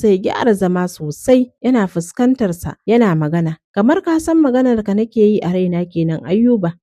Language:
Hausa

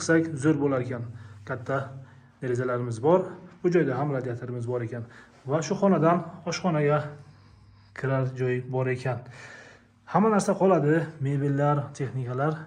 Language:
Uzbek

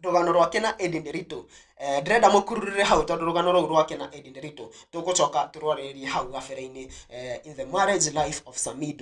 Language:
Kikuyu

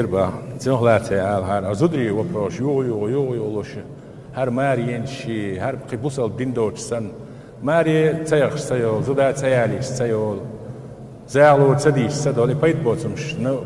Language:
Chechen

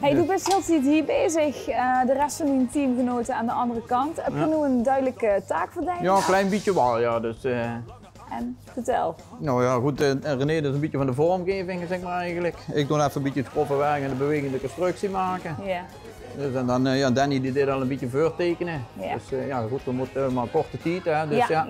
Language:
Limburgish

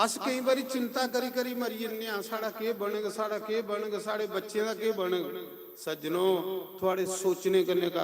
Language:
Dogri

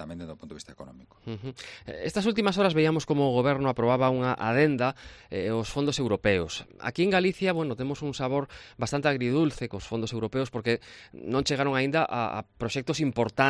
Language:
Galician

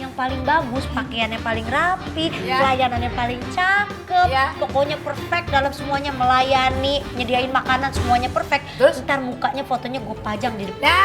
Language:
Betawi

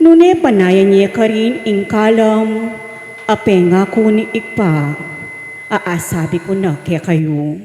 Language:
Pampanga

